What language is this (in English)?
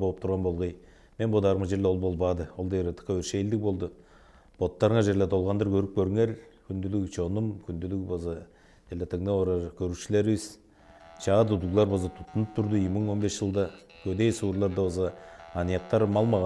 Tuvinian